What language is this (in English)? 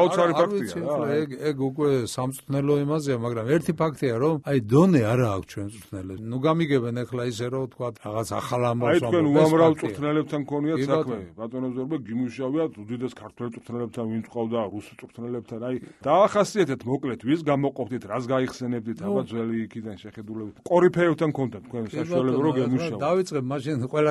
Georgian